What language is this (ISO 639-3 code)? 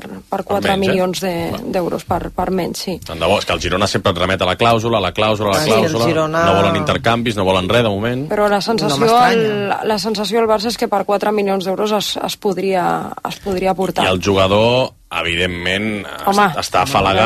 cat